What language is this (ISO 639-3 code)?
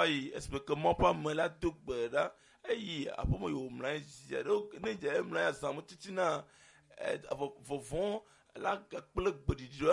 ewe